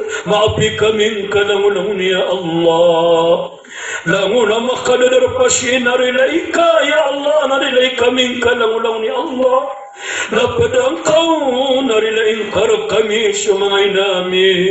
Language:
Maranao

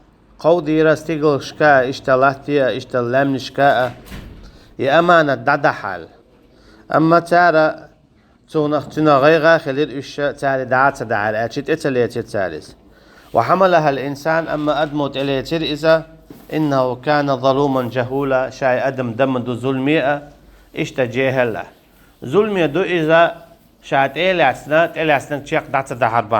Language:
Chechen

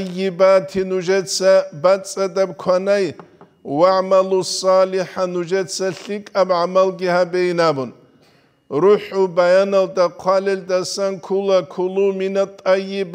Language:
Avaric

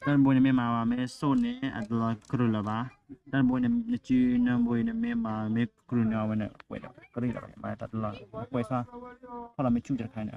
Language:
S'gaw Karen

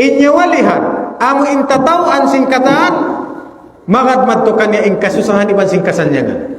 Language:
Tausug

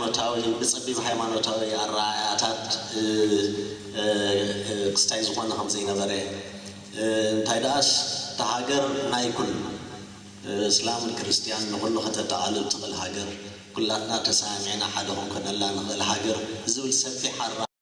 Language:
Tigrinya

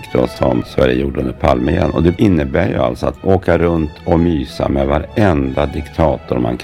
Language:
Swedish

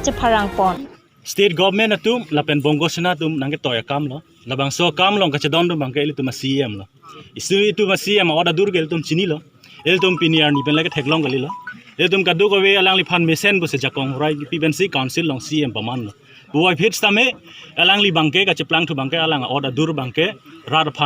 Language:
Karbi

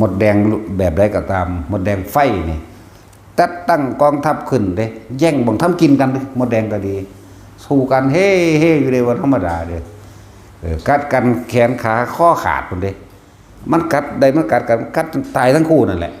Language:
Northeastern Thai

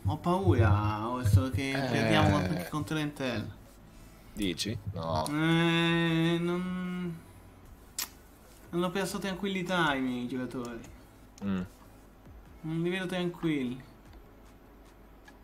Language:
Italian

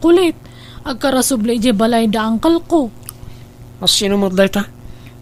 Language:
Iloko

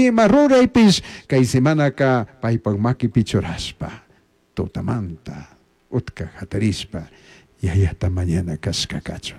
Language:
Chimborazo Highland Quichua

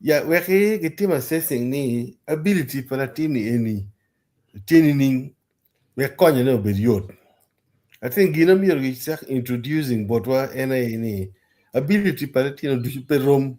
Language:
Acoli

